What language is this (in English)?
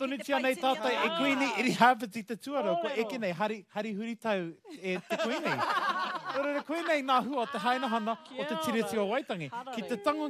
Māori